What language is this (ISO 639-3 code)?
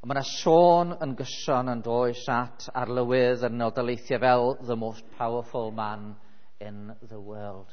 cym